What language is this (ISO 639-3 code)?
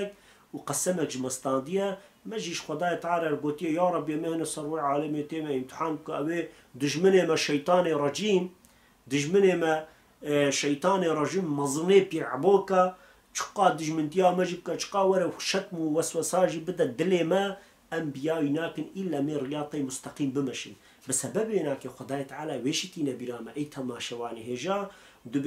kur